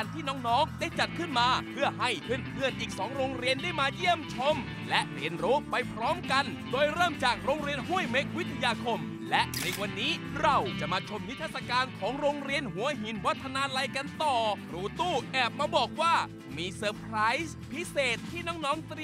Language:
Thai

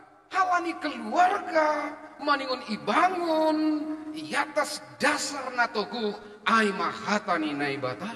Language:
Batak Simalungun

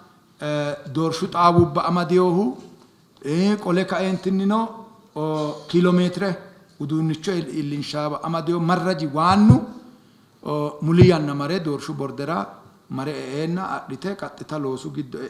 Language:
Sidamo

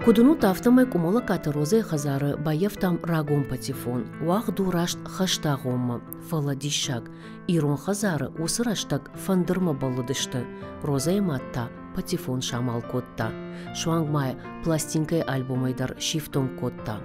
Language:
Ossetic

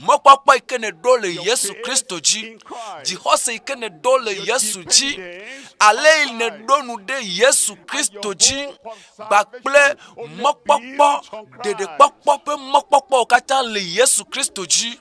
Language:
Ewe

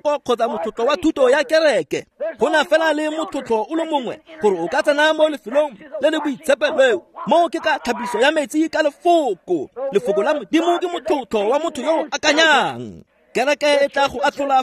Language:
Tswana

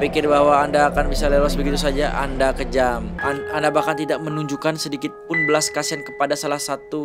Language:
Indonesian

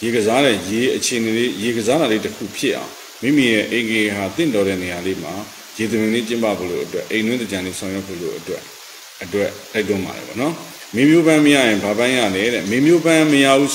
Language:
Burmese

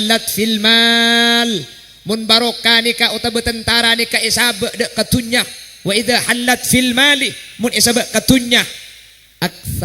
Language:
Madurese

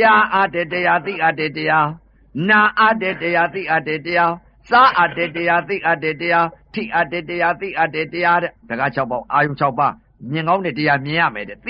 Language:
Burmese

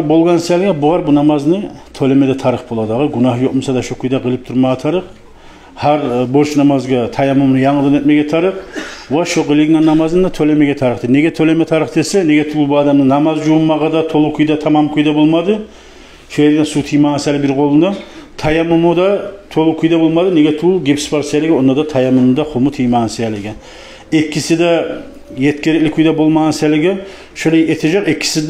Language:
Kumyk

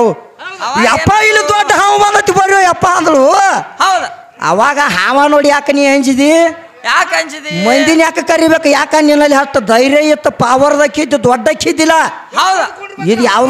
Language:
Kannada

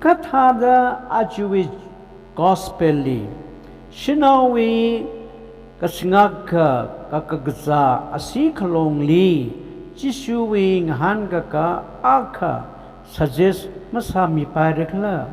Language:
Tangkhul Naga (India)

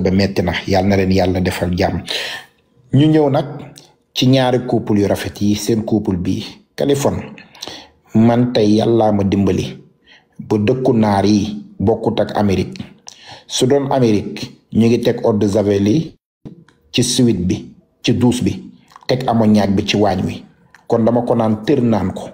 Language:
Wolof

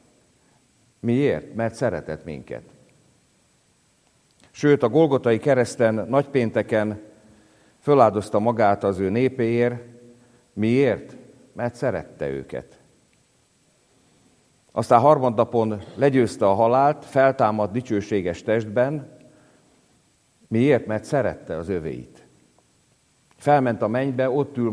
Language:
Hungarian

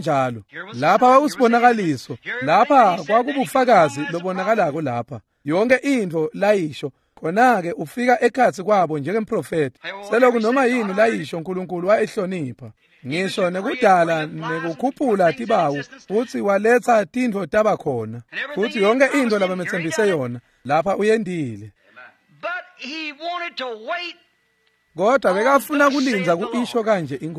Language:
Swati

